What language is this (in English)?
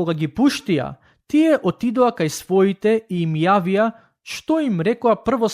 Macedonian